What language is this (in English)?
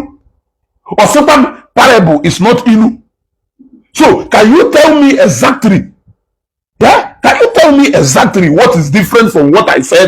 Igbo